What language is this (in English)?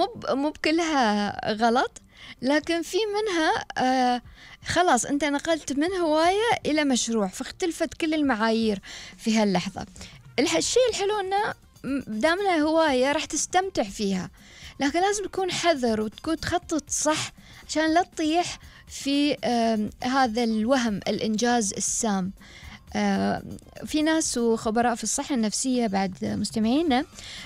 Gulf Arabic